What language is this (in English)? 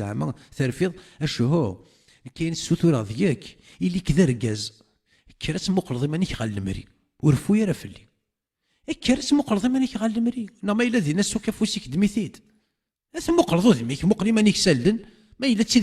Kabyle